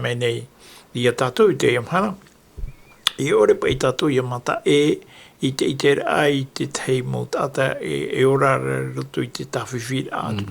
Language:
Tahitian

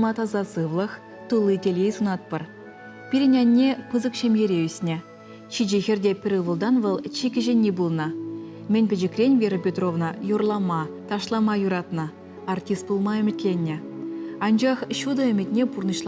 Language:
Chuvash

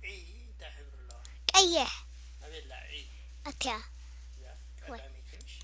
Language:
Tigrinya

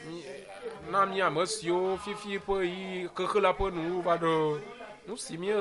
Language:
Ewe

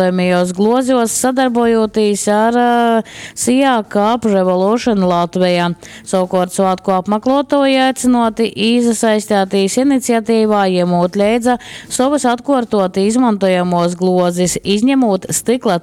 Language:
Latgalian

